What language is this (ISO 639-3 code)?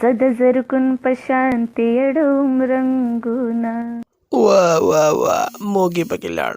pus